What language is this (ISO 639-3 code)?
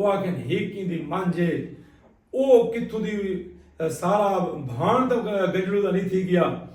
skr